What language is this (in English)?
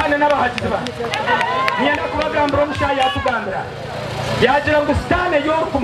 Nyankole